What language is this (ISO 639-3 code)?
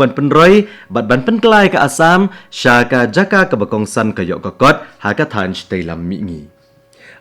kha